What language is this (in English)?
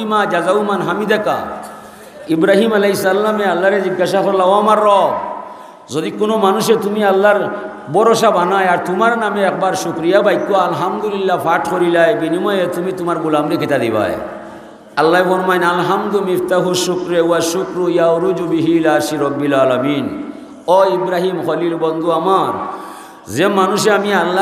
Sylheti